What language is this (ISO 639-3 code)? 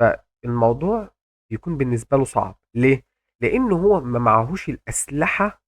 arz